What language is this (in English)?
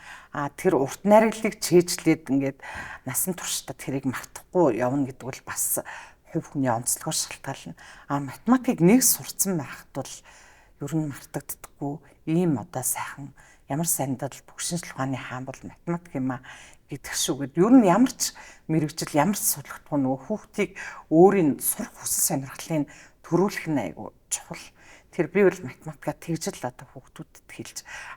Mongolian